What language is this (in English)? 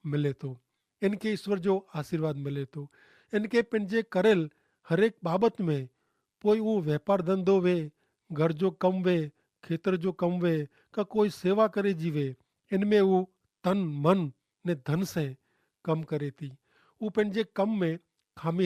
Kachhi